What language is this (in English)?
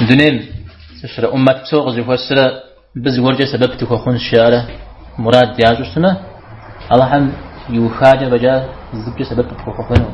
Kabardian